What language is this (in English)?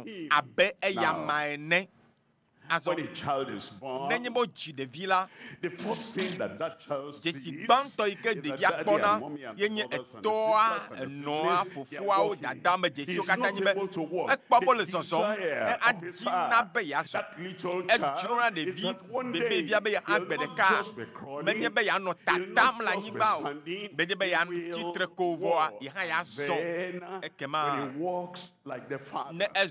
Ewe